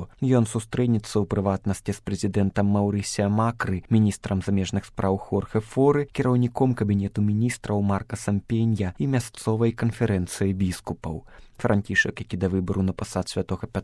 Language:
Belarusian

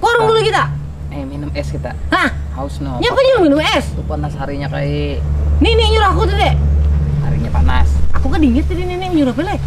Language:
Banjar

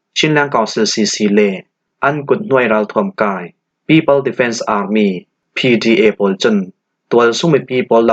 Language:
Falam Chin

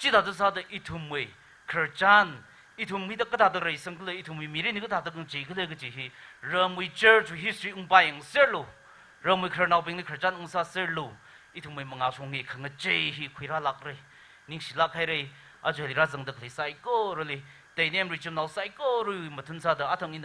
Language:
Tangkhul Naga (India)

